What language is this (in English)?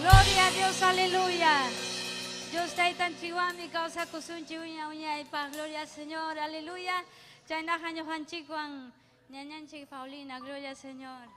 Ayacucho Quechua